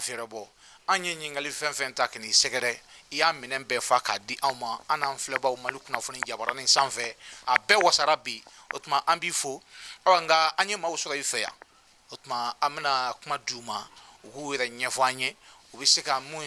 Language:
Bambara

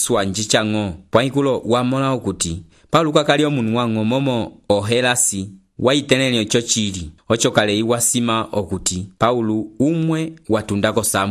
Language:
Umbundu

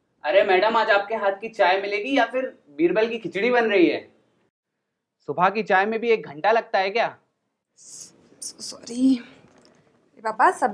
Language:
Hindi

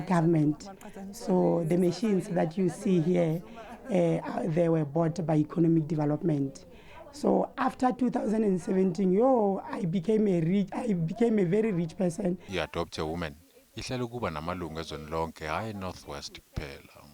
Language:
Zulu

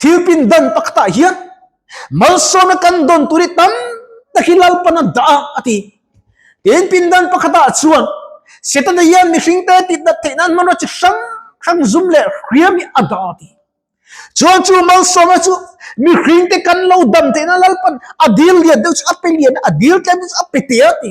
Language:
Mizo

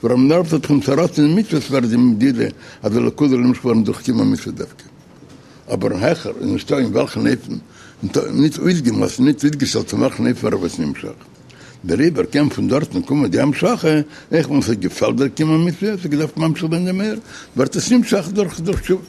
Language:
Yiddish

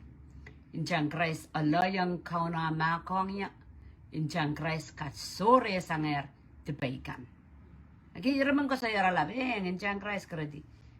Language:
Pohnpeian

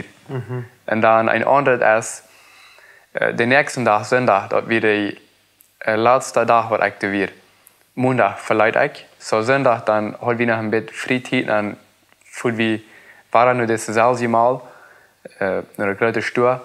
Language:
Plautdietsch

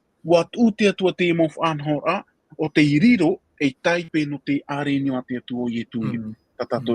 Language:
Tahitian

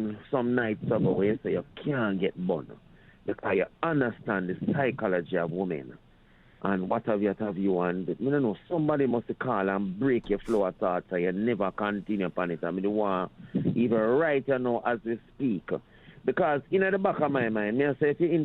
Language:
Jamaican Creole English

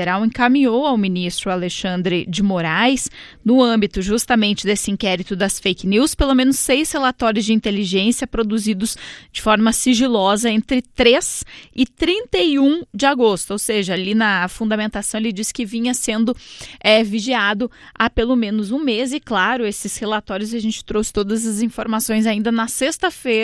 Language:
Portuguese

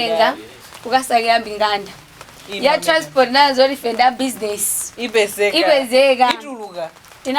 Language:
Nyanja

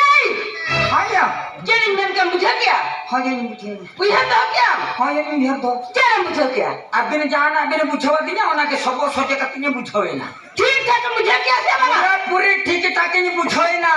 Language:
Santali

